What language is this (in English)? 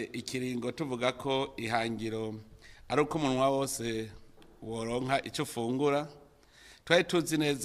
Rundi